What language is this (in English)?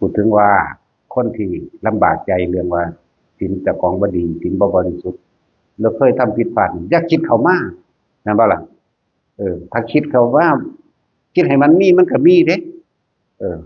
Northeastern Thai